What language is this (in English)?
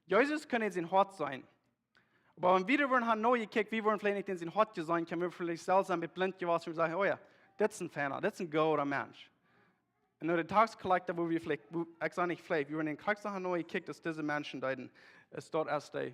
Plautdietsch